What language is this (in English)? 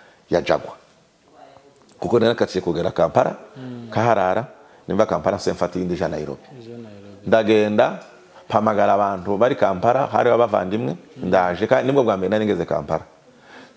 Kinyarwanda